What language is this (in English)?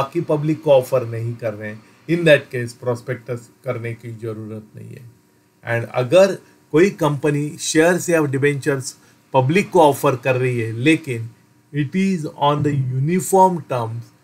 Hindi